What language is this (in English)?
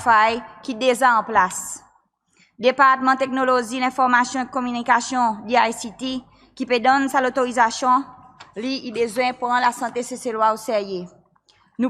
Seselwa Creole French